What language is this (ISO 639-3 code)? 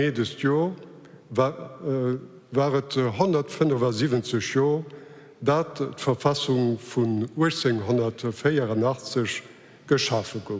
ltz